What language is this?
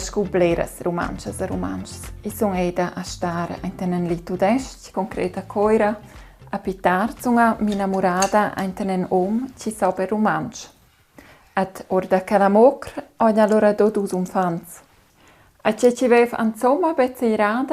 Romansh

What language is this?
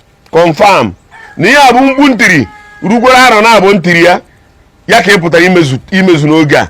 Igbo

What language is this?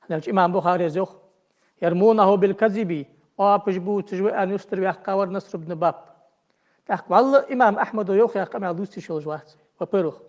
Ingush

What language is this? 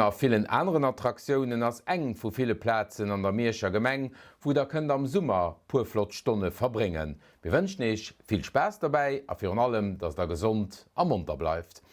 Luxembourgish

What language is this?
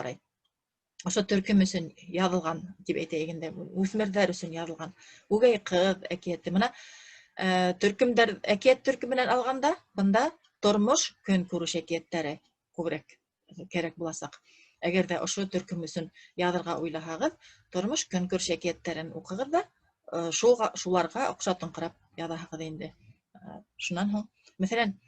Bashkir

